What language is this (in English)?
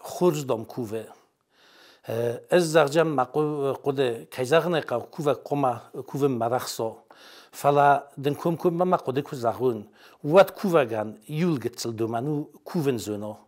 Ossetic